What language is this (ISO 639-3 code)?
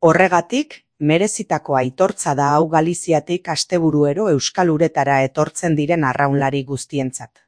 eus